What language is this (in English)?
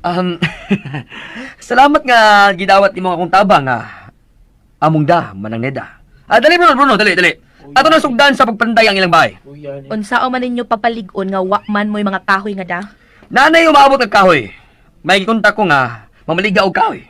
Cebuano